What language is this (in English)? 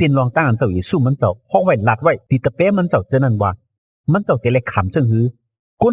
Shan